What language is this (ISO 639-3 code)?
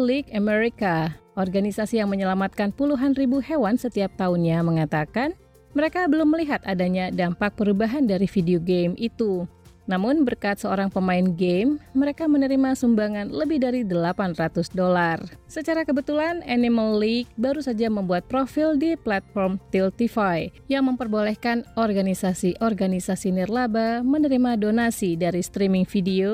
ind